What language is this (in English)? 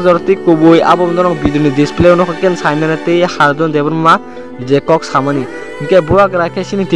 Kok Borok